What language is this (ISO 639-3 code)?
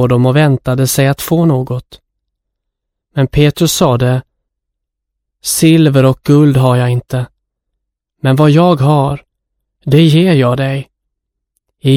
swe